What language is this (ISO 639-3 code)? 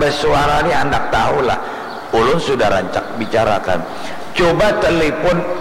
bjn